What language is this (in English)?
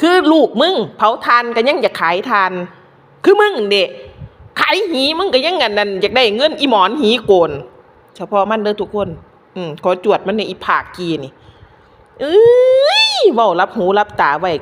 Northeastern Thai